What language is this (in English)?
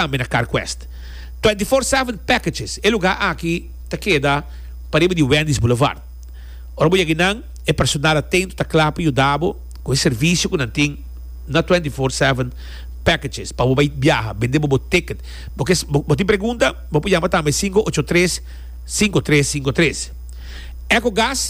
Papiamento